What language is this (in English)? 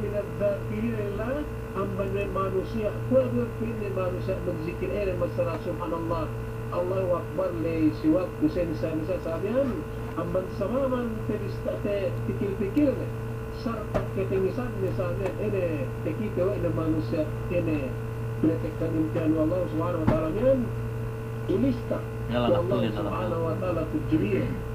Yakan